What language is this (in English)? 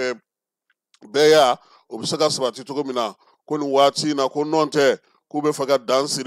Bambara